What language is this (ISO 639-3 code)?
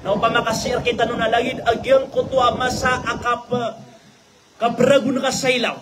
mrw